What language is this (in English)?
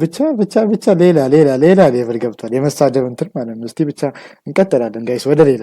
Amharic